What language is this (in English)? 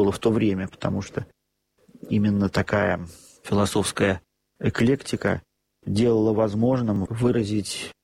Russian